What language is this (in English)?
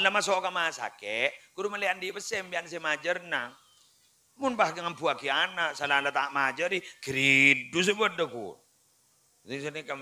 Madurese